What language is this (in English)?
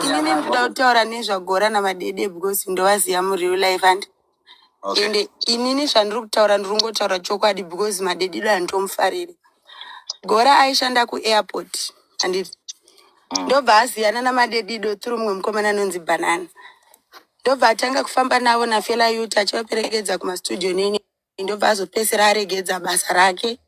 Shona